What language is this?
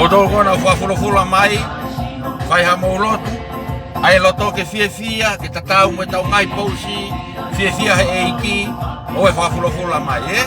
Tongan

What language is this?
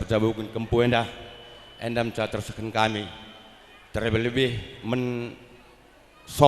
Batak Karo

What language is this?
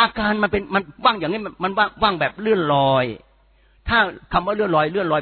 Thai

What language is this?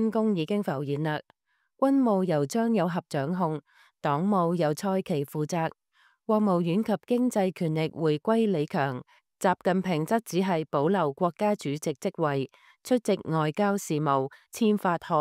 Cantonese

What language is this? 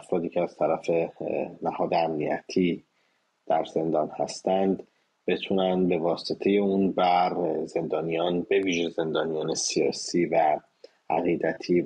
Persian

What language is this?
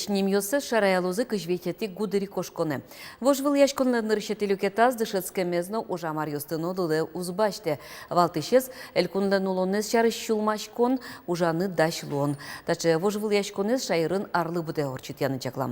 Udmurt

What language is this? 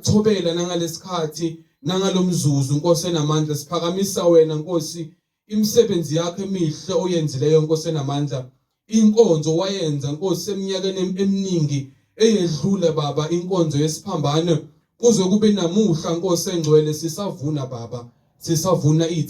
Zulu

